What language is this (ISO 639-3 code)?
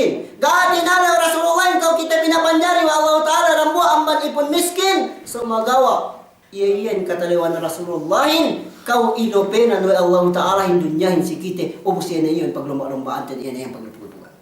yka